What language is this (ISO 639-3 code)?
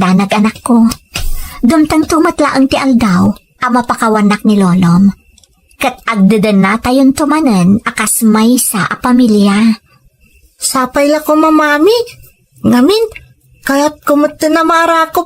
ilo